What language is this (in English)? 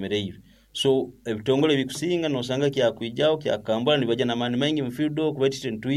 Nyoro